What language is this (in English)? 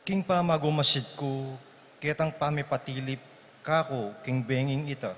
Pampanga